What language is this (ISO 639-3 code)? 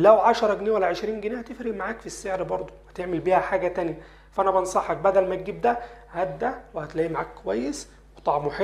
arz